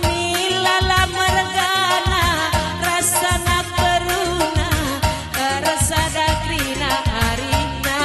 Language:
Batak Karo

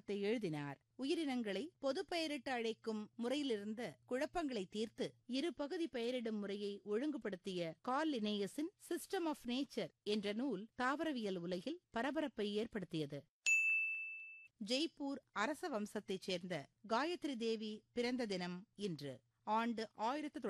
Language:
Tamil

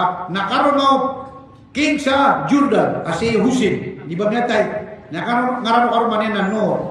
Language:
Maranao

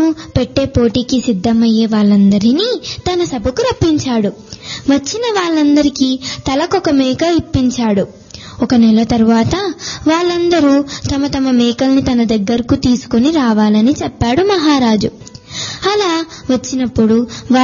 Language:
Telugu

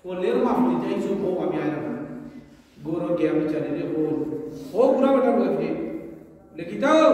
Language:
Sylheti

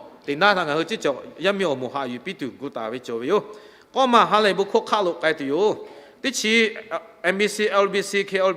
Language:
Lahu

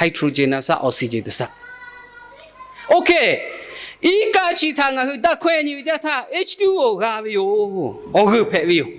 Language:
Lahu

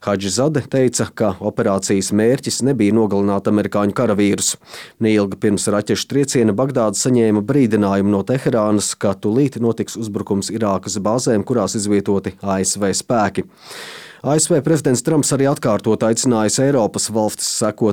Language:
Latvian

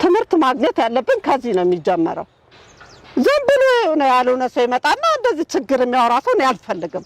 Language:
Amharic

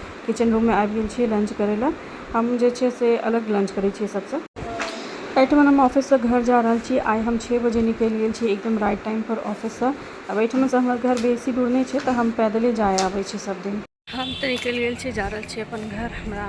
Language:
Maithili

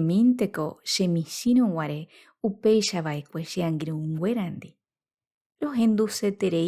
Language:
Guarani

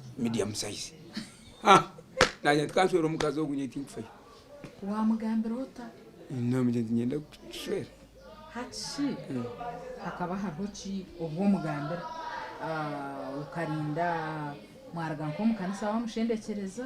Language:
Nyankole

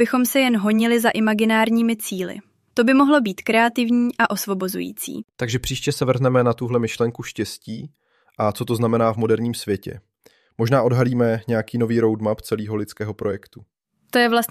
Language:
Czech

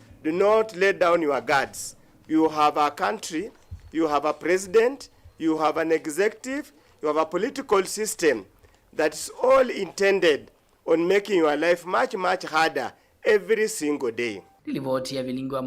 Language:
Kamba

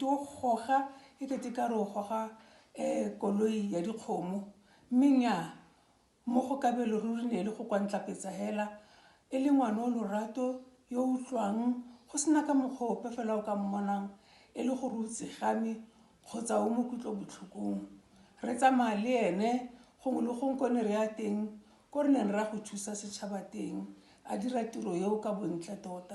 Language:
Tswana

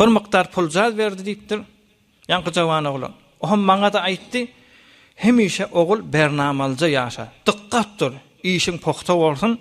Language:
Turkmen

